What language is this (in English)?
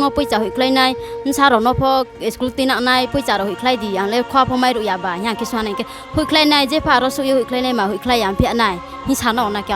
Riang (India)